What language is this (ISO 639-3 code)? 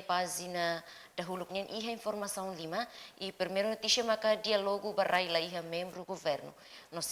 tet